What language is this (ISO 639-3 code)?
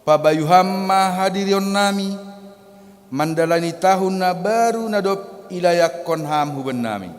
bts